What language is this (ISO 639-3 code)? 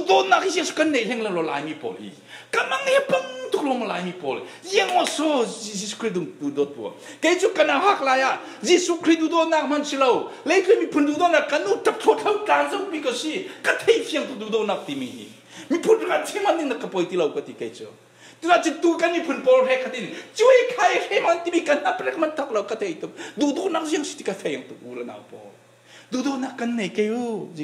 cfm